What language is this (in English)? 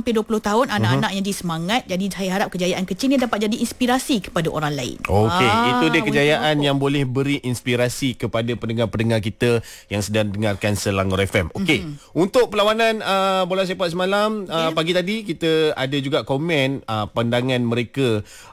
Malay